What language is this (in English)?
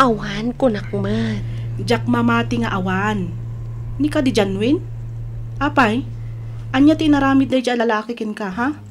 Iloko